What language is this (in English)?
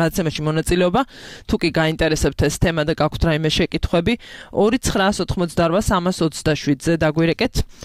Georgian